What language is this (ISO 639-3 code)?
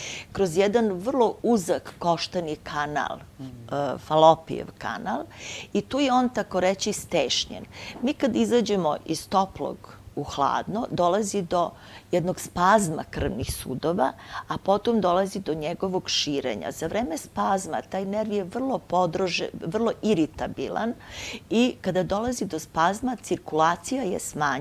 srp